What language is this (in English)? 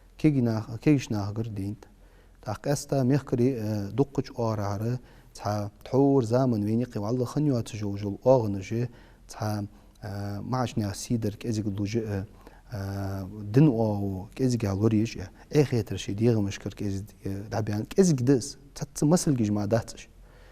Ingush